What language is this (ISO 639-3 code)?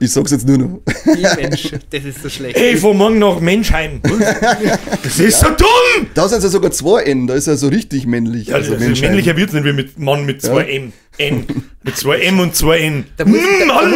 bar